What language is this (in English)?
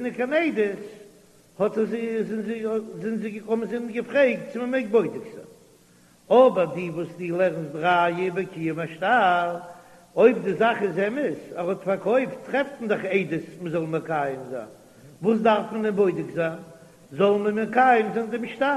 Yiddish